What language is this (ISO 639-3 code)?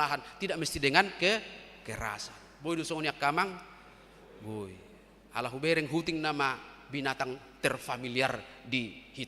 bbc